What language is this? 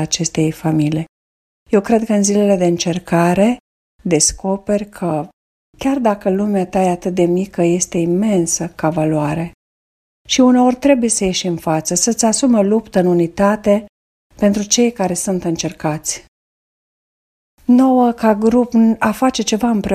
Romanian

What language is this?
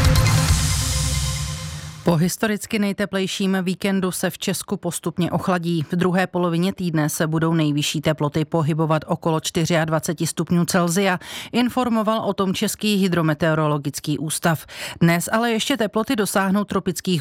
Czech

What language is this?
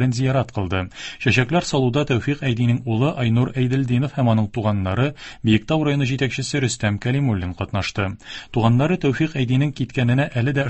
Tatar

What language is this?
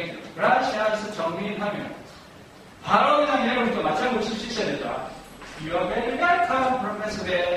Korean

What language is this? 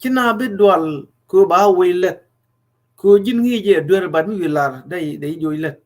Nuer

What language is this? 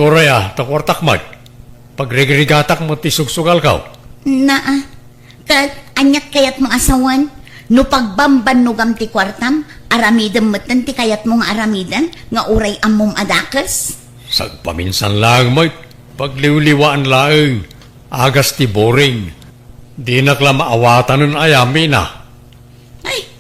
Iloko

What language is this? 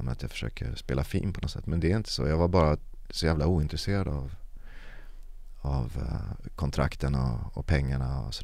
Swedish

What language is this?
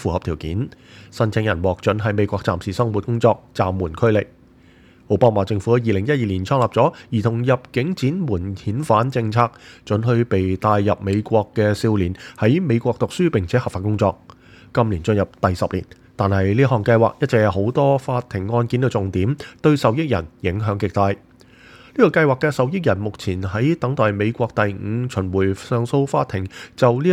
Cantonese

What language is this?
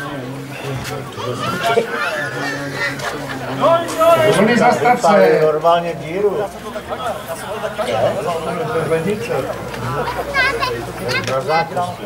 Czech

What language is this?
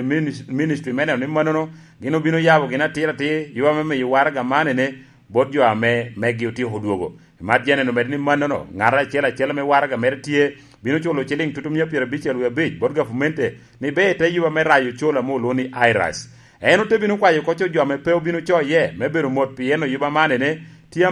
Lango (Uganda)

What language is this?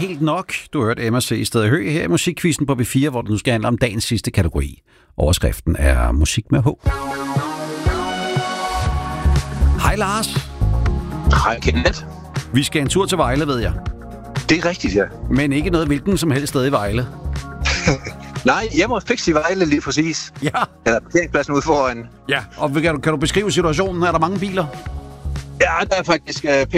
Danish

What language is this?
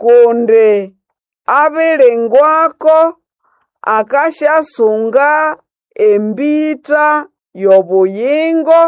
Nande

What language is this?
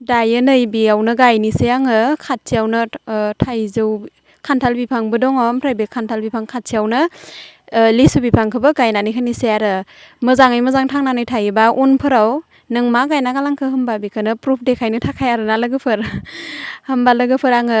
Bodo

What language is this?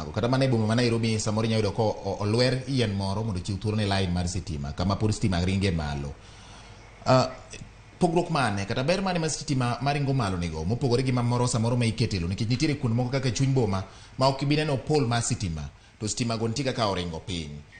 Luo (Kenya and Tanzania)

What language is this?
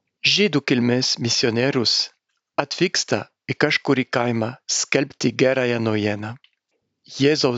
Lithuanian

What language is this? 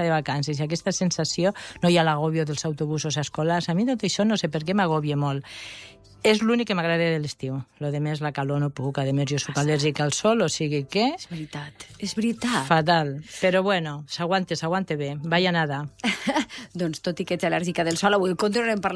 Catalan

